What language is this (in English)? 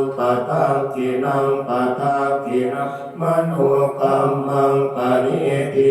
Pali